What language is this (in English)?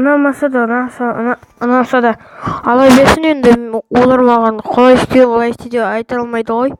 Kazakh